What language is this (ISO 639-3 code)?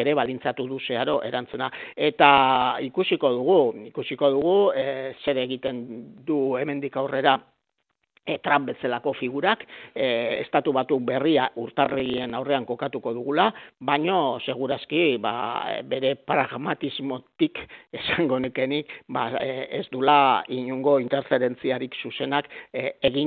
eus